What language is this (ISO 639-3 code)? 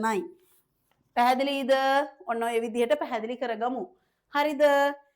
sin